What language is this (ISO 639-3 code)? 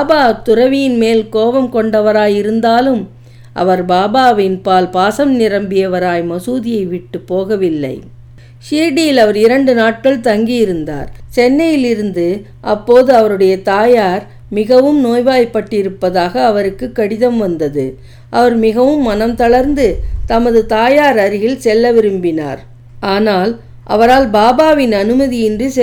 tam